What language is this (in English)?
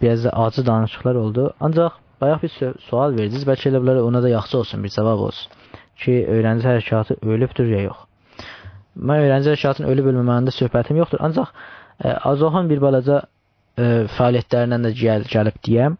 South Azerbaijani